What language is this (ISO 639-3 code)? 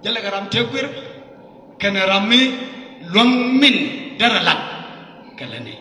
nus